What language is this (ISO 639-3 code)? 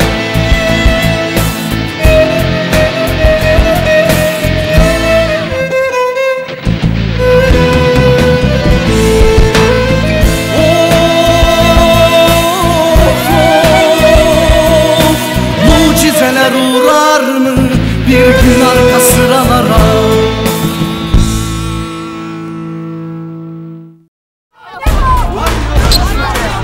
tur